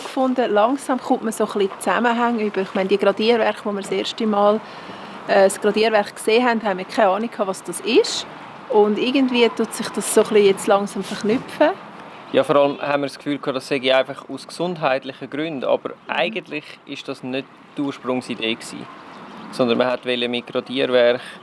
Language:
Swiss German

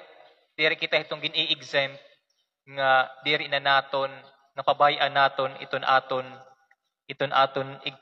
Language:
Waray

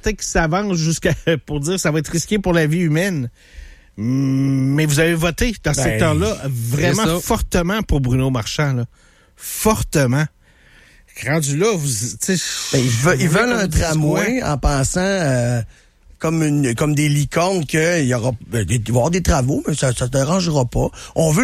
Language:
French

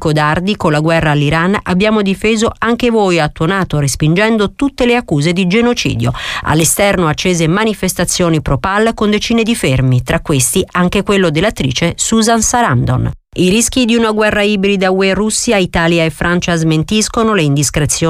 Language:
Italian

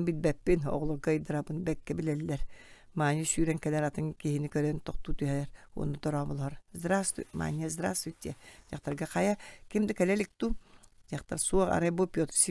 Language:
Yakut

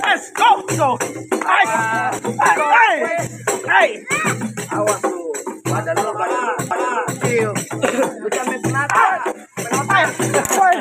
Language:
Betawi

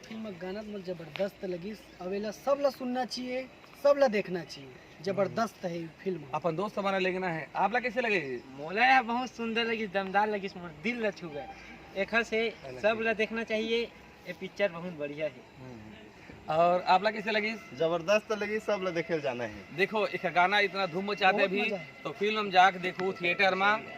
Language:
Chhattisgarhi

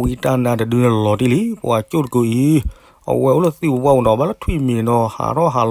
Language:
S'gaw Karen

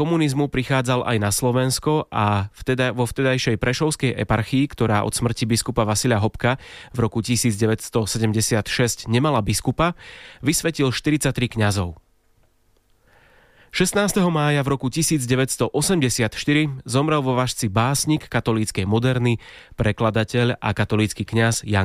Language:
Slovak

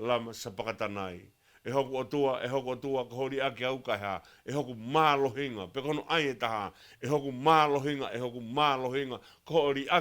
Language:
Tongan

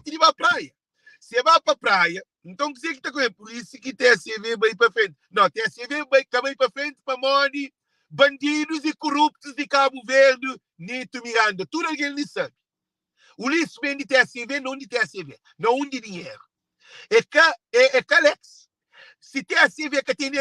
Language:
Kabuverdianu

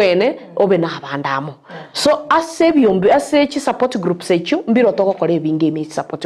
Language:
Gusii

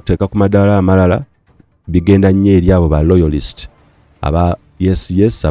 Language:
Ganda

